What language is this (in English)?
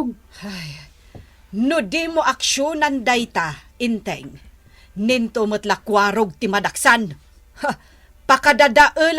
Iloko